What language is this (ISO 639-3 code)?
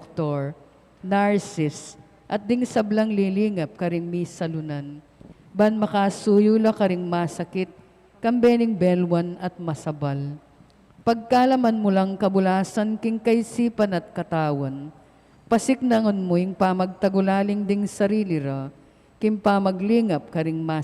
pam